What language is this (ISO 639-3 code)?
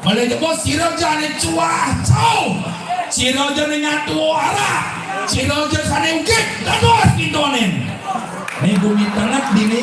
ban